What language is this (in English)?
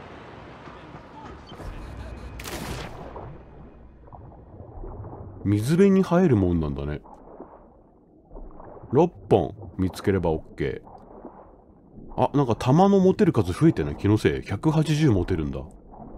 Japanese